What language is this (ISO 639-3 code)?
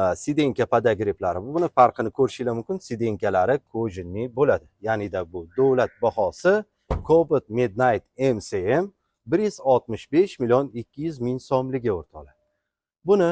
uzb